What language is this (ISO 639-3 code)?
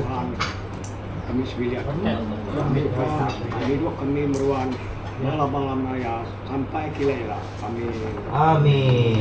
iba